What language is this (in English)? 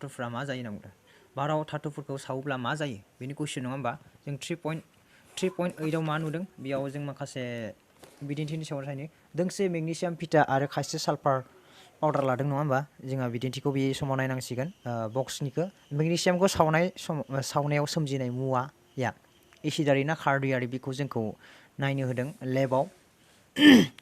Bodo